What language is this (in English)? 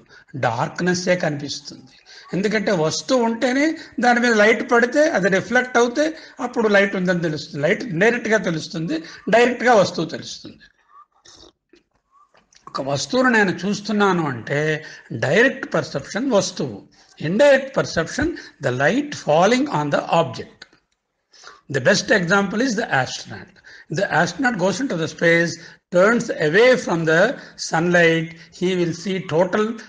Telugu